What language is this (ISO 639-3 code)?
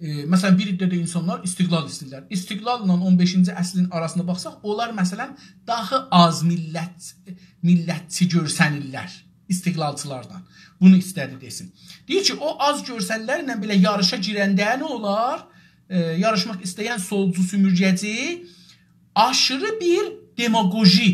azb